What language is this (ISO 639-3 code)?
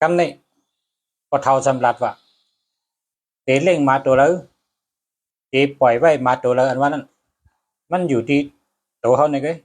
shn